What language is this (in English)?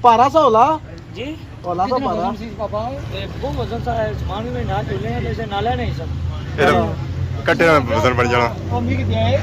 Pahari-Potwari